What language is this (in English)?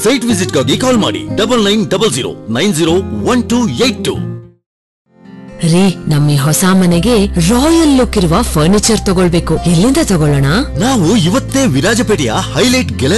Kannada